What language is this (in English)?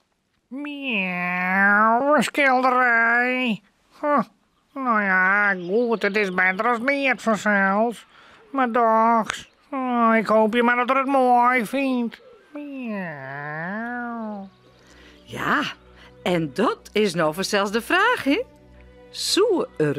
Western Frisian